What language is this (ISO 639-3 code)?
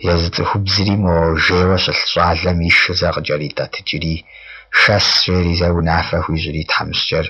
kbd